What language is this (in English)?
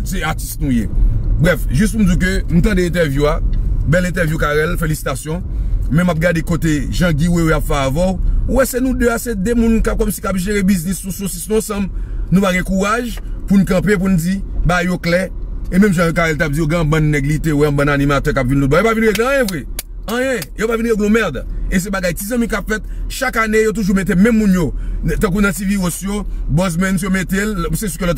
Haitian Creole